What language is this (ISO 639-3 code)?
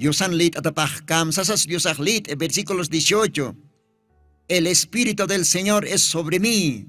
aym